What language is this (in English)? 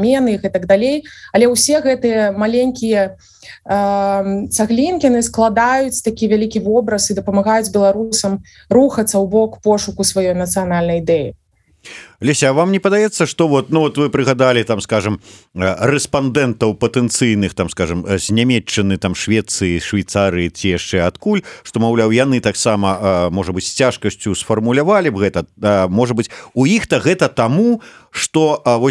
Belarusian